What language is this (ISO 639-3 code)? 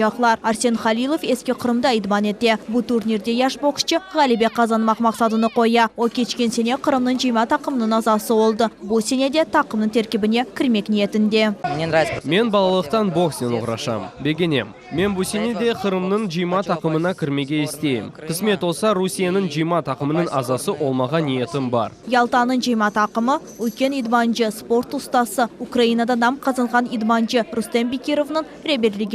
crh